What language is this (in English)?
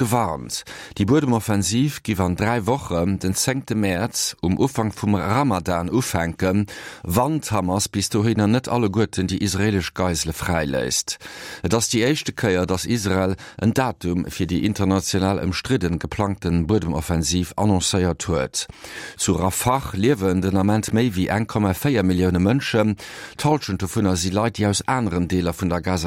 Luxembourgish